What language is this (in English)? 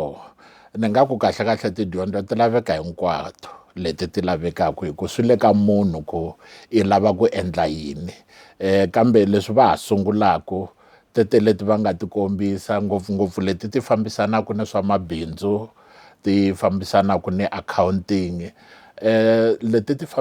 Tsonga